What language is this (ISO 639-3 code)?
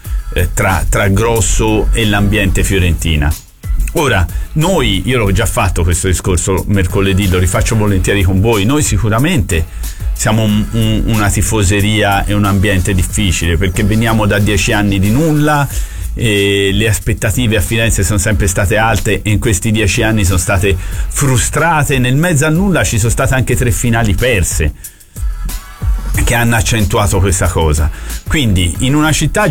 ita